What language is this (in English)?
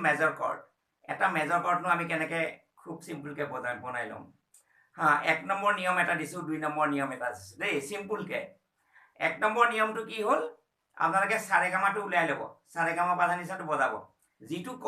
Assamese